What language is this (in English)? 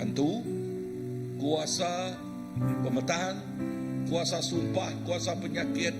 Iban